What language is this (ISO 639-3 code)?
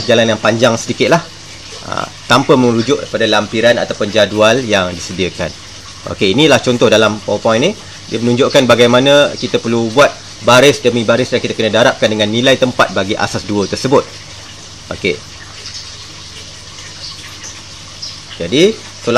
msa